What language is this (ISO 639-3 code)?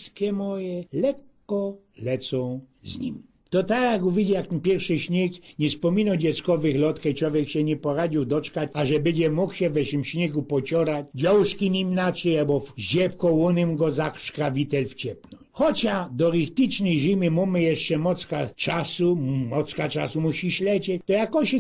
szl